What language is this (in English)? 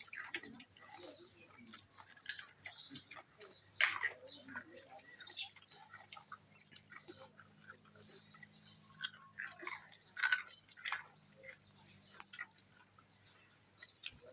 Northeastern Thai